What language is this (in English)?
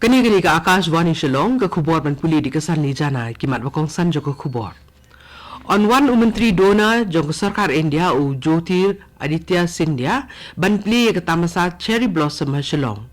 Khasi